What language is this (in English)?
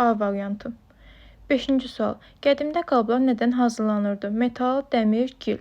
Azerbaijani